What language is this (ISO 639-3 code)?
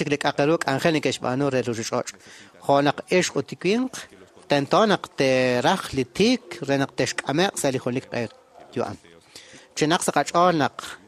kek